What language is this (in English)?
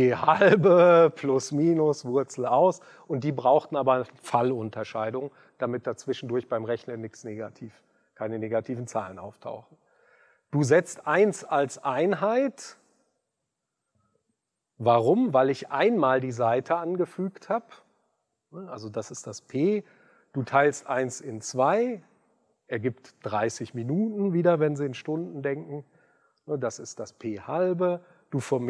German